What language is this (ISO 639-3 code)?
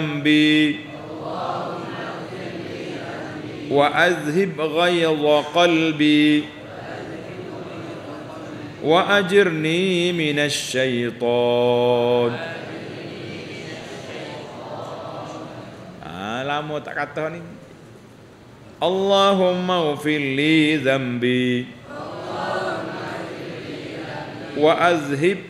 msa